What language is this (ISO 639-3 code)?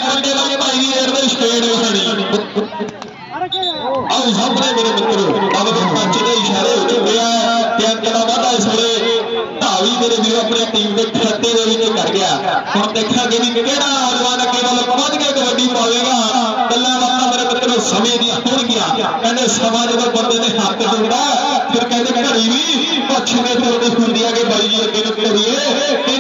pan